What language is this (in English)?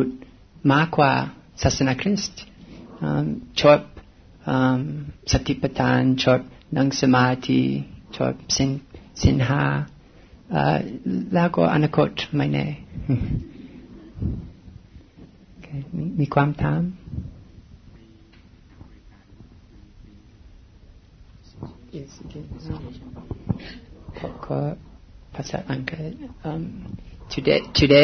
Thai